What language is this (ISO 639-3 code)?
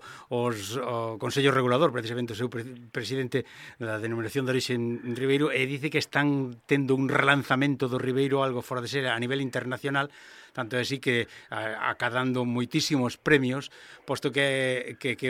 glg